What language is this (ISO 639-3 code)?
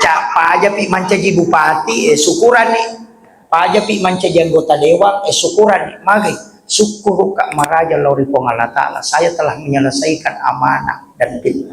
bug